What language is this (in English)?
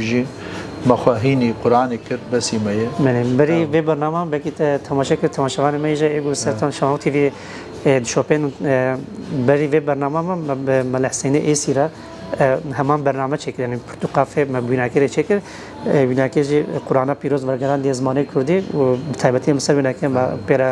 Kurdish